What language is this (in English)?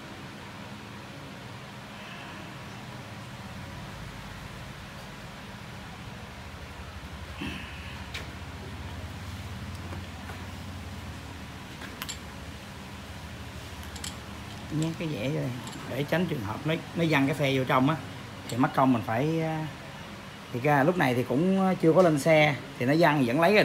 Vietnamese